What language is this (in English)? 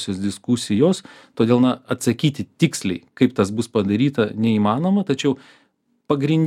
Lithuanian